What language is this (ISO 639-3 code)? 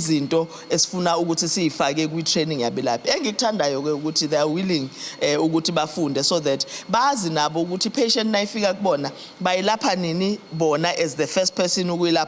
zul